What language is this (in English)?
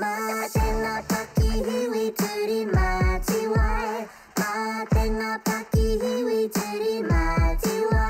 Māori